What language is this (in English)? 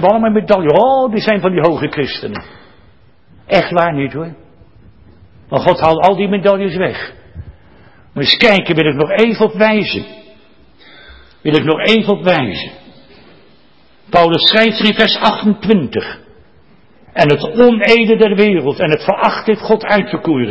Dutch